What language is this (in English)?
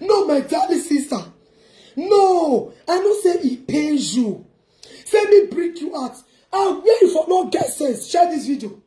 Nigerian Pidgin